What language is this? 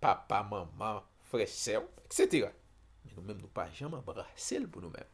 Haitian Creole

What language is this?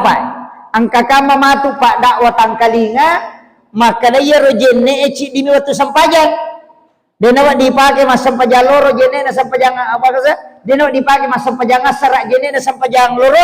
Buginese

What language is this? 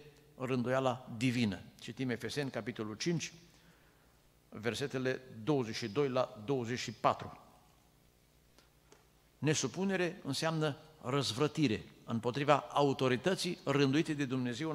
Romanian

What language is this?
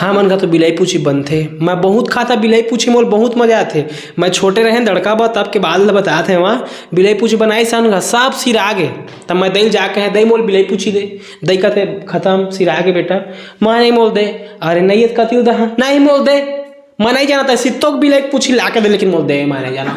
Chhattisgarhi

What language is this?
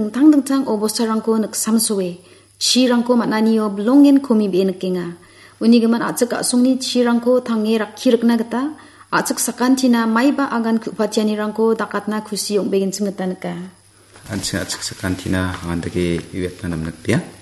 Garo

